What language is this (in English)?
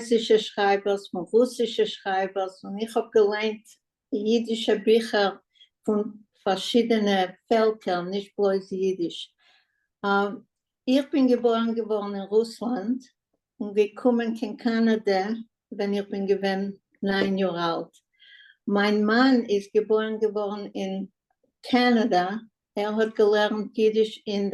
Yiddish